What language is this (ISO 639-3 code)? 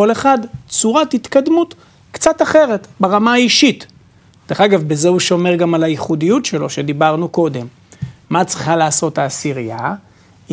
heb